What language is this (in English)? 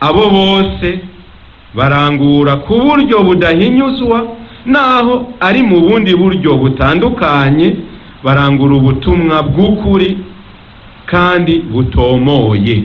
Rundi